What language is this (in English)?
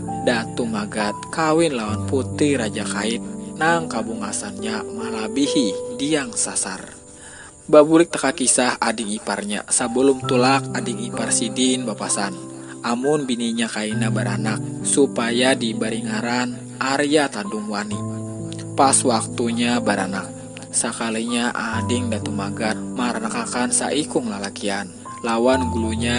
Banjar